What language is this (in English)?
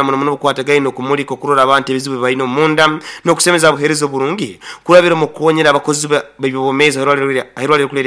Nyoro